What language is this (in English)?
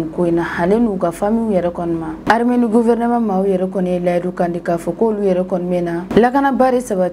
Bambara